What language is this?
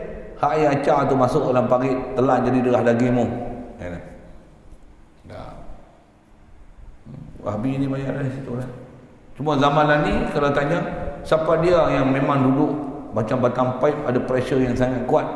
Malay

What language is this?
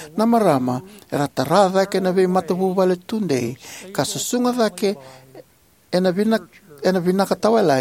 Fijian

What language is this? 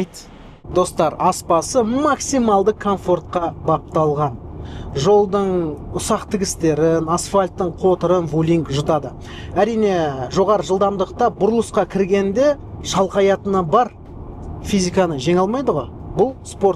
Kazakh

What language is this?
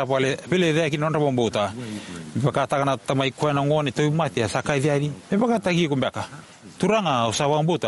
Fijian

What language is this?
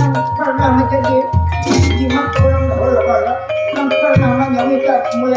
Banjar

